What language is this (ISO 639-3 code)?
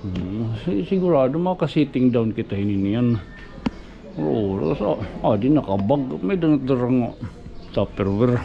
war